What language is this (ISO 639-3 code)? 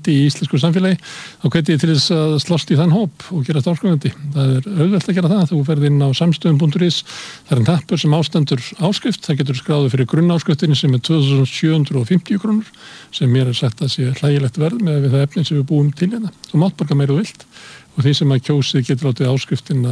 isl